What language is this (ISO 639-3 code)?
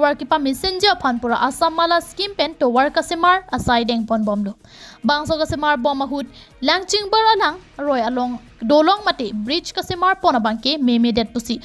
mjw